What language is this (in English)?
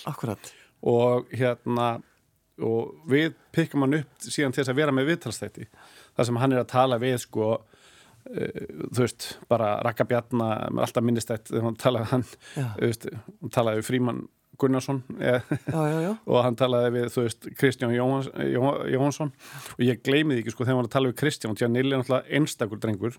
Icelandic